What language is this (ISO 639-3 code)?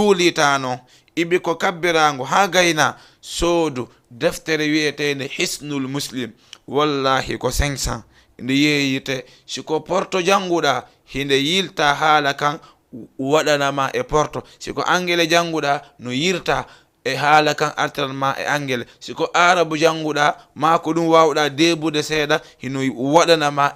ful